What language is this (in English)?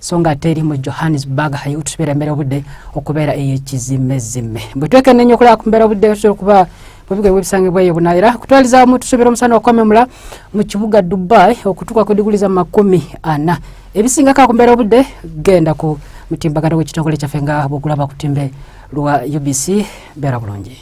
Ganda